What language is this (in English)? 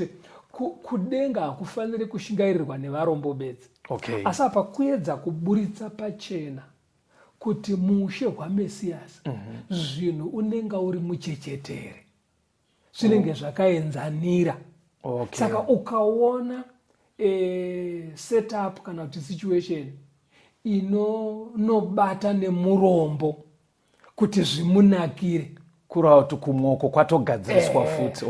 Shona